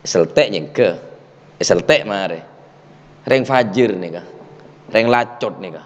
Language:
Madurese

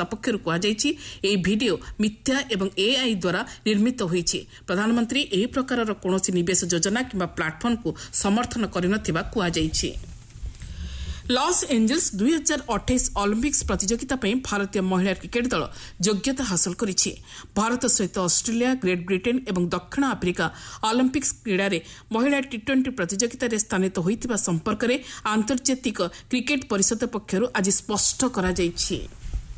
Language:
Odia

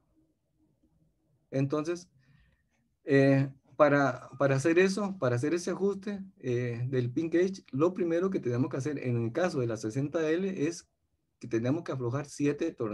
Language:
Spanish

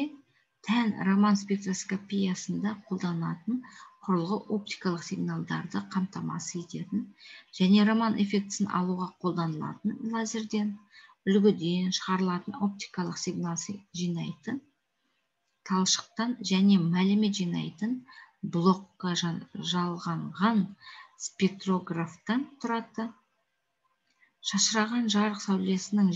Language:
Kazakh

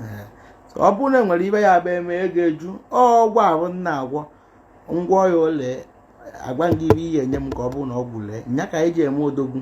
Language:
Igbo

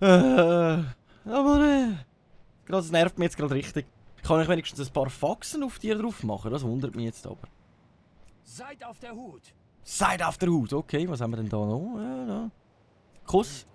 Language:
Swiss German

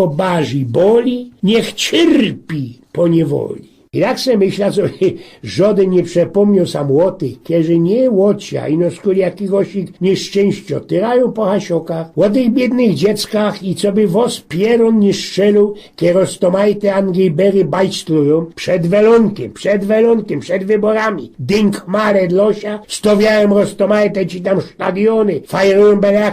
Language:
Silesian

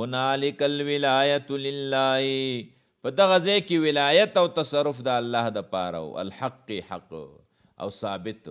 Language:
Pashto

